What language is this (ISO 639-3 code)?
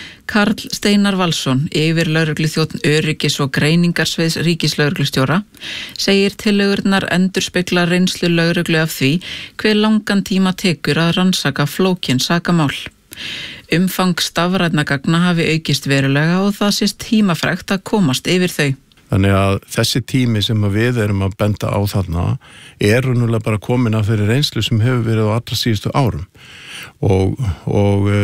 isl